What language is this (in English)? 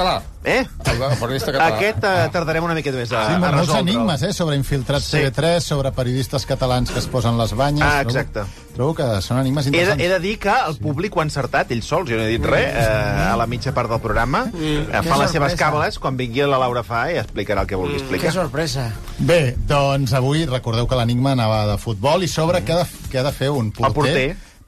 Catalan